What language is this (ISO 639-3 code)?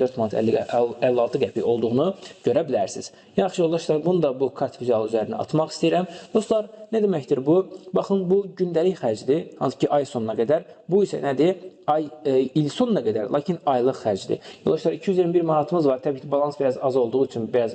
aze